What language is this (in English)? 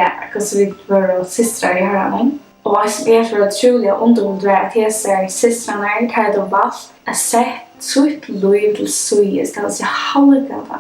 Faroese